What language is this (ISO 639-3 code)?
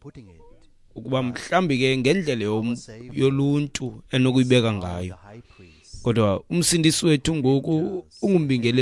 xho